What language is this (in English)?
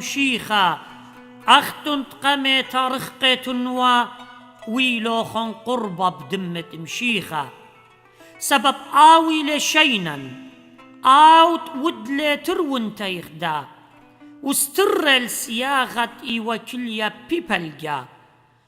Assyrian Neo-Aramaic